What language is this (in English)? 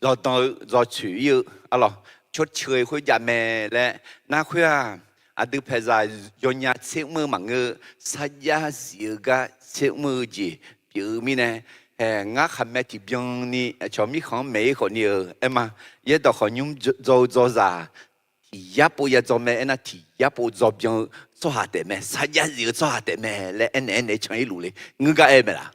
Akha